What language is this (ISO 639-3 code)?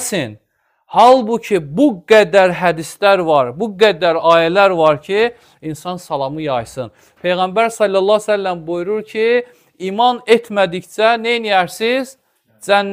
aze